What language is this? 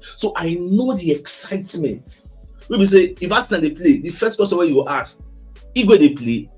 Nigerian Pidgin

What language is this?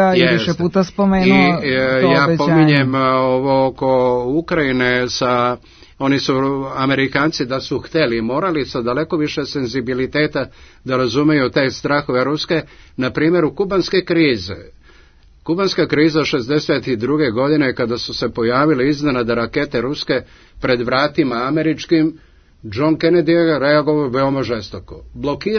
Serbian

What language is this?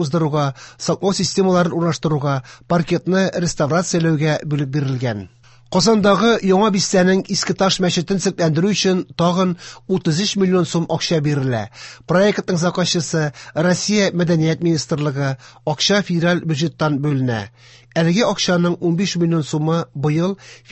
Tatar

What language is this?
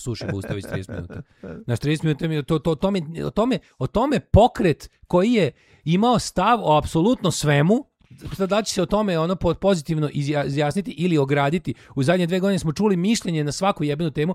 Serbian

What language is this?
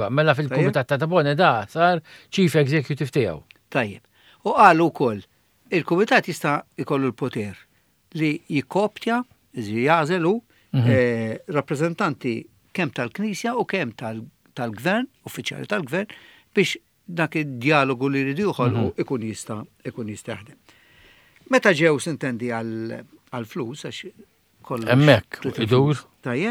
Maltese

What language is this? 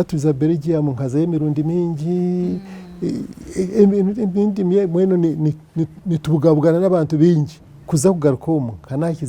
Nyankole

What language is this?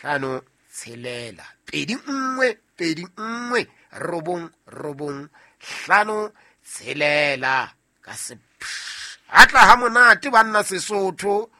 Southern Sotho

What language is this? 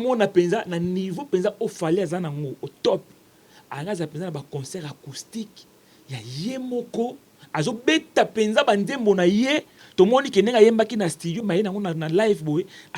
Lingala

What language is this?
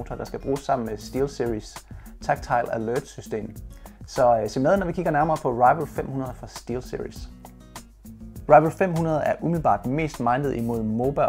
Danish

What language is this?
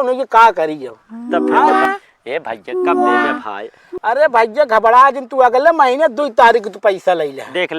Awadhi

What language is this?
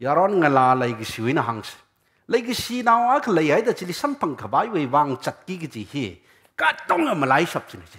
Tangkhul Naga (India)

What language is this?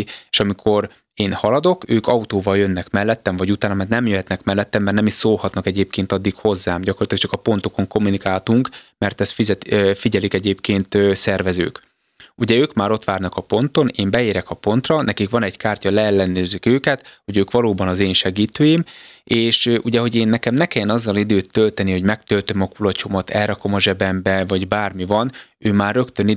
Hungarian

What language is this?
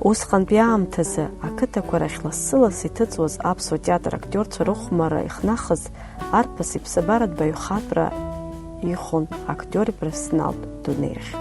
Abkhazian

